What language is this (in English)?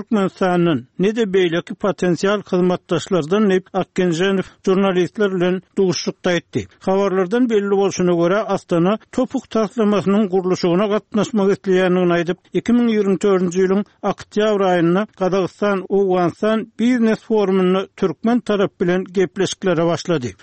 Turkmen